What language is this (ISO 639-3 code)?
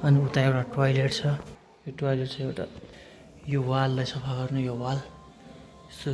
nep